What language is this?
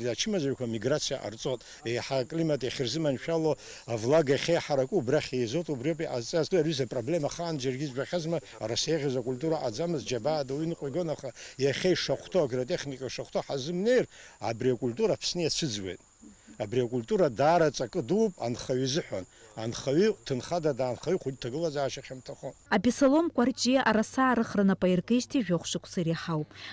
Abkhazian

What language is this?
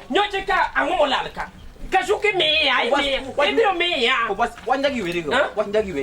Luo (Kenya and Tanzania)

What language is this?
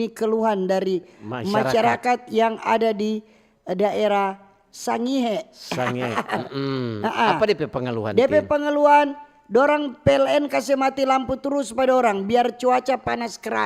Manado Malay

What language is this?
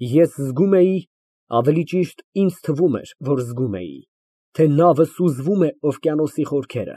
Armenian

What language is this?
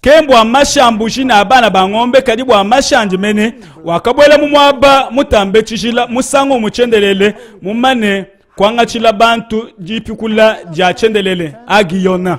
Luba-Lulua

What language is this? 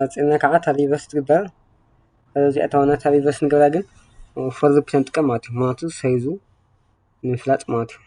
Tigrinya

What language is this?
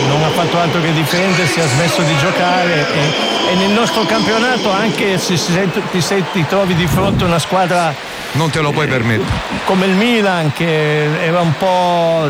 Italian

